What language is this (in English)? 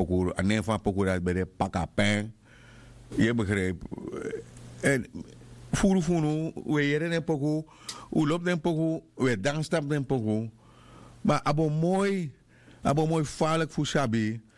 Sranan Tongo